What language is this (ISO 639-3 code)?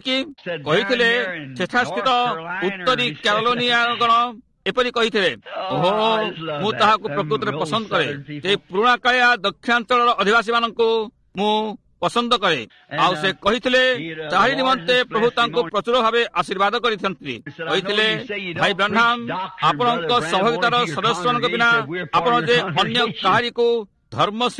ori